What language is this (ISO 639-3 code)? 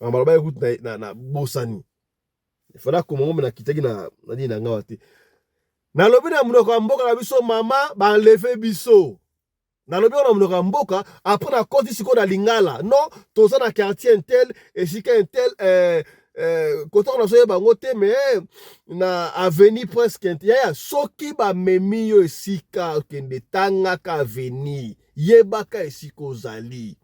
lin